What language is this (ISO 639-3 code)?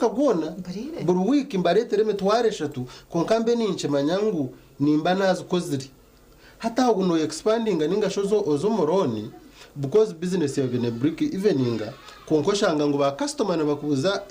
nyn